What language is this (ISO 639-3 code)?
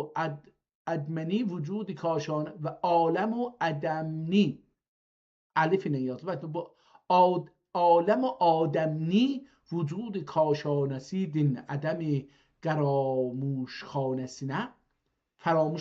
azb